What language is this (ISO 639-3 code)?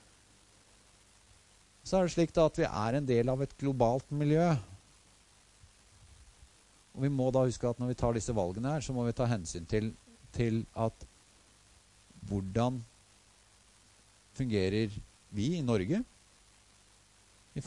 nor